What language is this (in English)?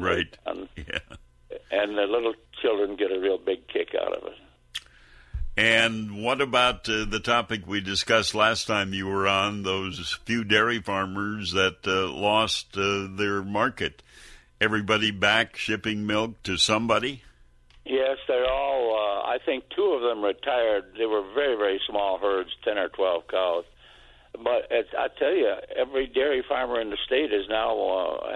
English